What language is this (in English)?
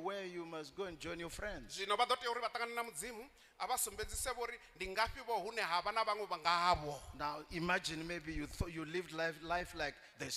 Venda